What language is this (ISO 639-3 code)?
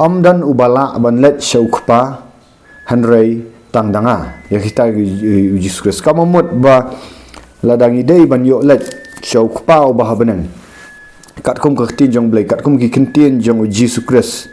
kha